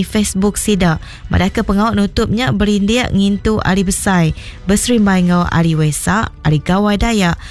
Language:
Iban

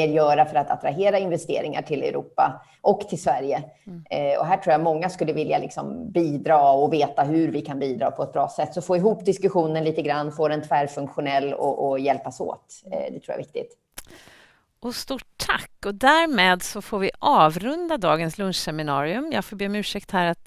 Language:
Swedish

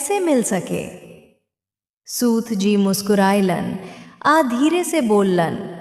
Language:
Bhojpuri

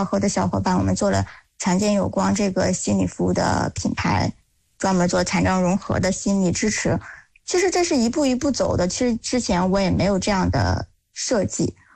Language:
Chinese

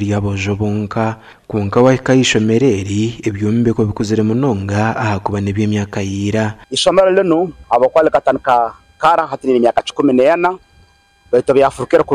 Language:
Nyankole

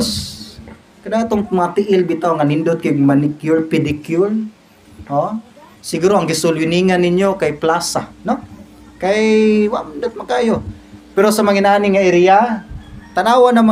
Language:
Cebuano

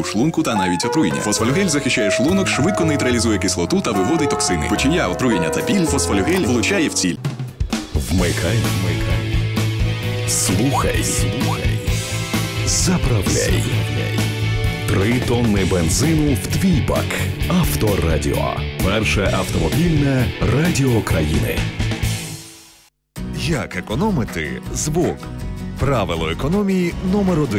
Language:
Ukrainian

